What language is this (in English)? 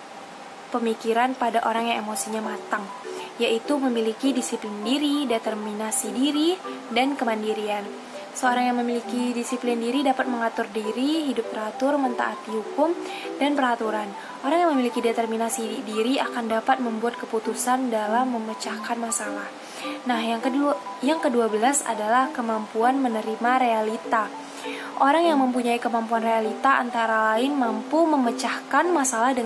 Indonesian